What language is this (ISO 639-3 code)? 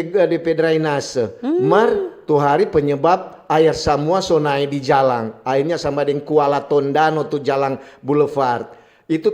xmm